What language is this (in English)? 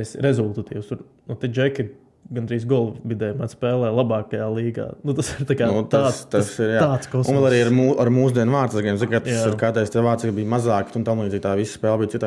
Latvian